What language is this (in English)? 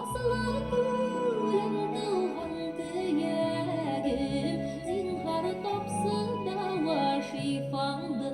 Bashkir